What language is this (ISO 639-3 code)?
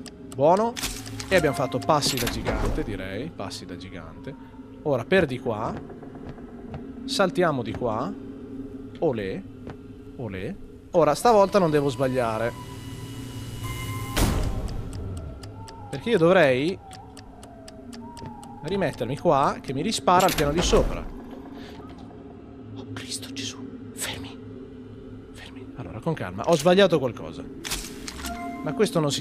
ita